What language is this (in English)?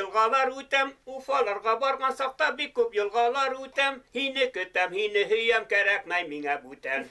Bashkir